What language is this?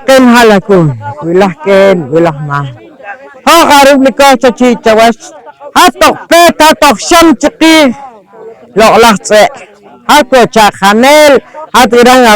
Poqomchi'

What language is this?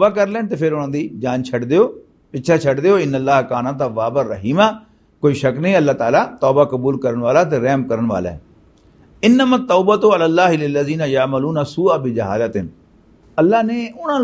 Western Panjabi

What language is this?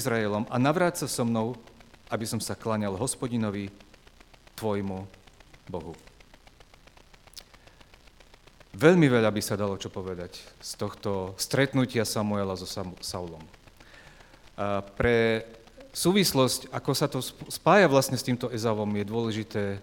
Slovak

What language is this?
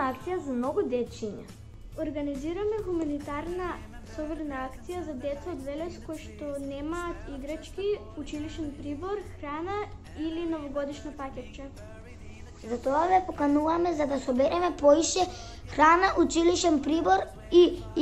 Macedonian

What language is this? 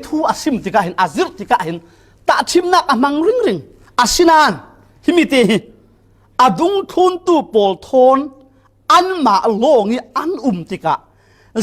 Falam Chin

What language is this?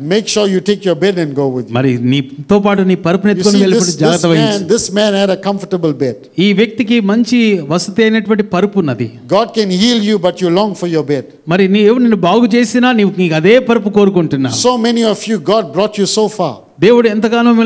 Telugu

